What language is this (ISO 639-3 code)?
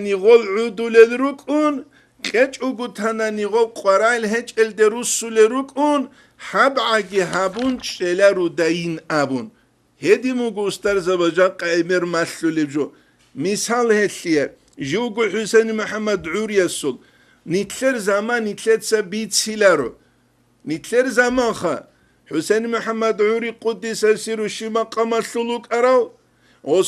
ava